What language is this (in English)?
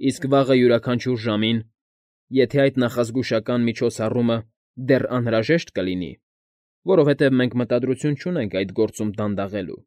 Armenian